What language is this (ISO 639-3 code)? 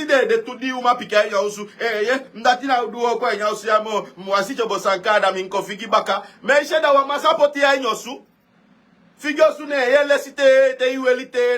srn